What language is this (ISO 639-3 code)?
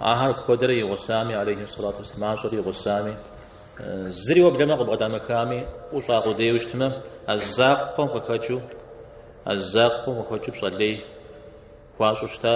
kbd